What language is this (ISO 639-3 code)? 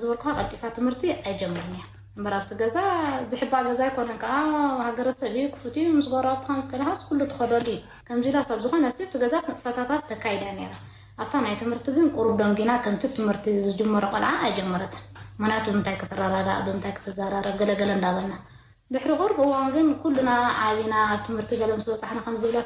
tir